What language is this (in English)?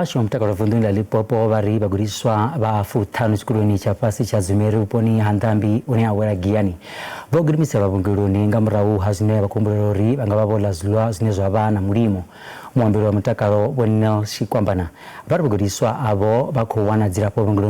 Venda